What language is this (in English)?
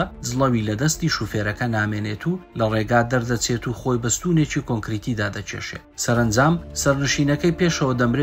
Central Kurdish